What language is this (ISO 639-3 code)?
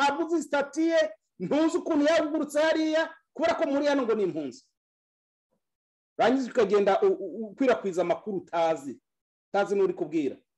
kin